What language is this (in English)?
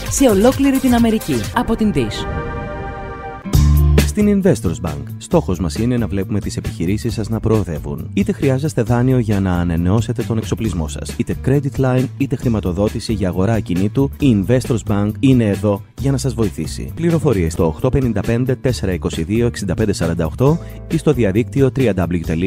Greek